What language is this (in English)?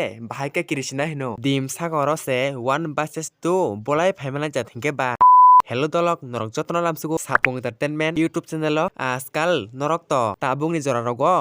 Kok Borok